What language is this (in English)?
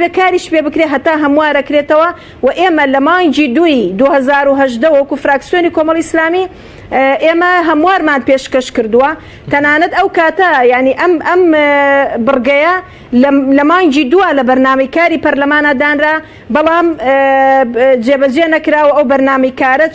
Central Kurdish